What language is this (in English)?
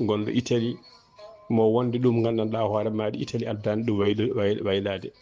Fula